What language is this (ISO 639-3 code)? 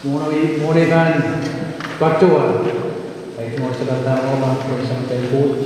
pon